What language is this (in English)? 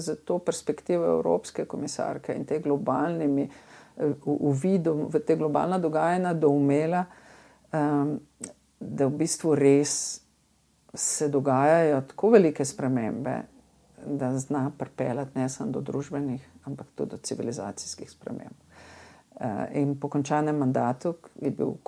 Slovenian